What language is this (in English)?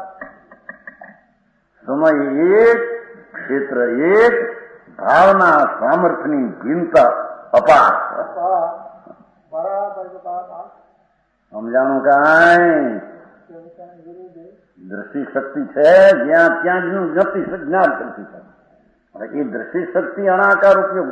Gujarati